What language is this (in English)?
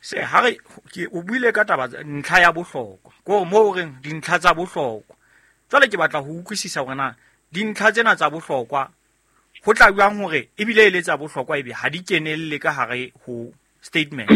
Southern Sotho